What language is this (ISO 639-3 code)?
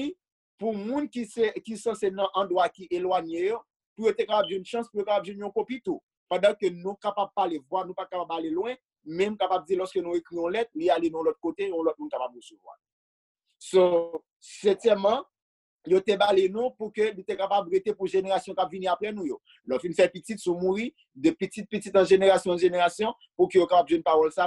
hat